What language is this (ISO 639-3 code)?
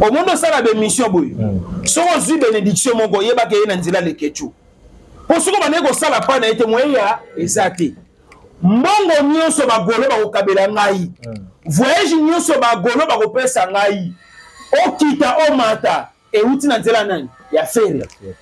lin